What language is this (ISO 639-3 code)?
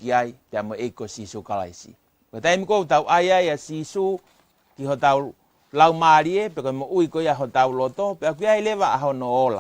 ton